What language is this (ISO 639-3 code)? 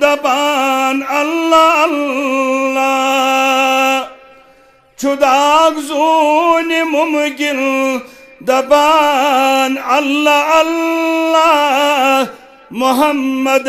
kas